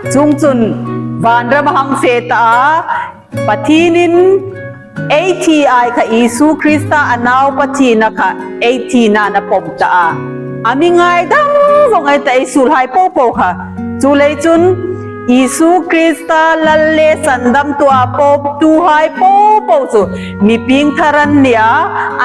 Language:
Hmar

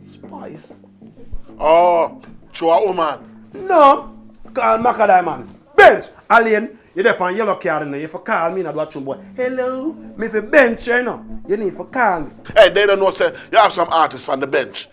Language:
Jamaican Creole English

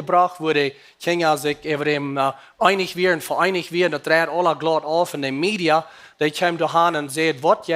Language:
Plautdietsch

